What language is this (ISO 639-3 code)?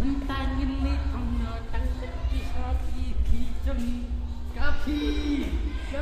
kha